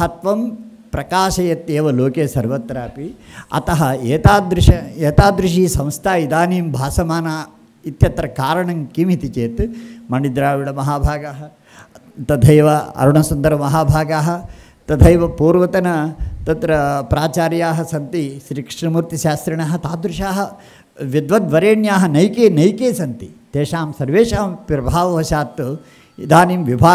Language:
Sanskrit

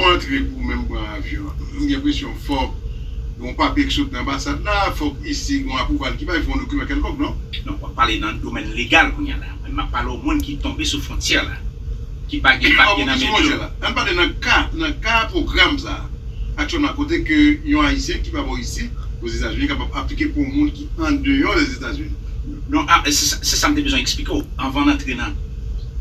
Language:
Haitian Creole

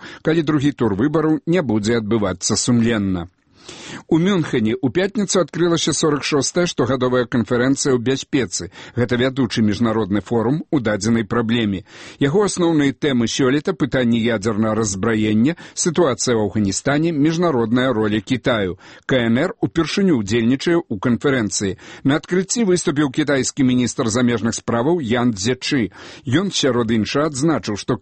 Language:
Belarusian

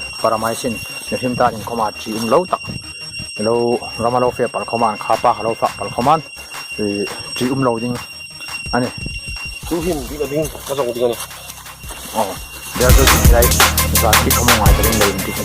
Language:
Hmar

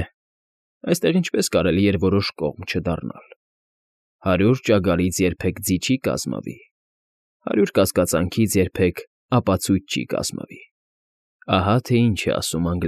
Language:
Armenian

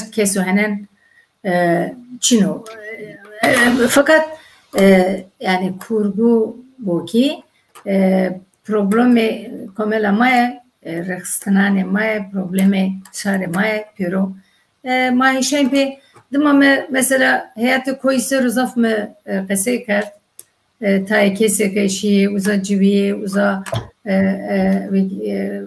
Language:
Zaza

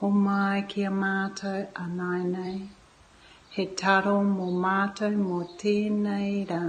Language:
Māori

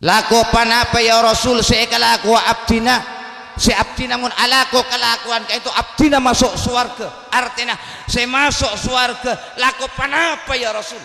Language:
Madurese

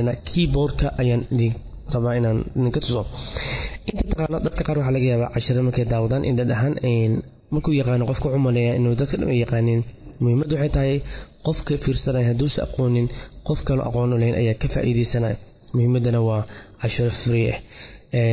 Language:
Somali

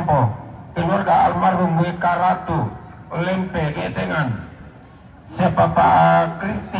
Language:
Toraja-Sa'dan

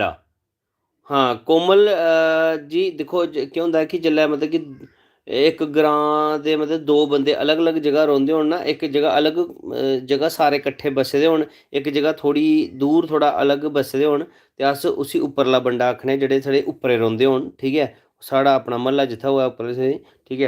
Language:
Dogri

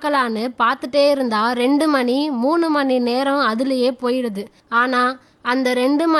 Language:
Tamil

